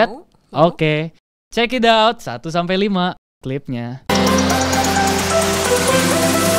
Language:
Indonesian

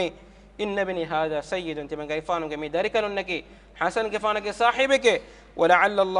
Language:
Divehi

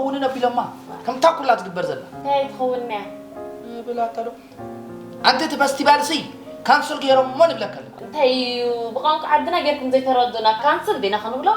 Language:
Tigrinya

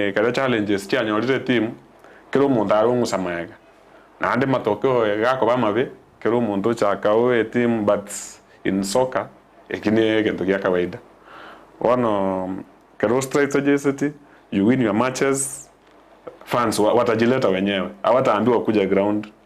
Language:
Gusii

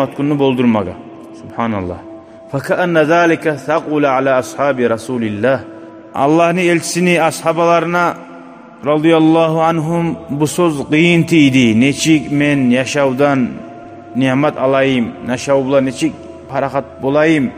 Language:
Kumyk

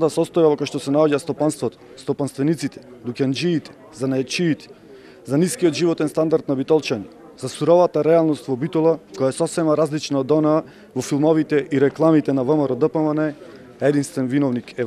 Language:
Macedonian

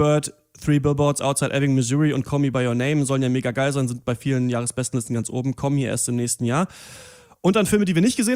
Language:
German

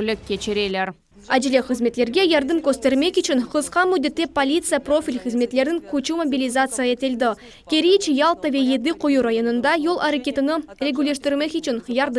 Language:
Crimean Tatar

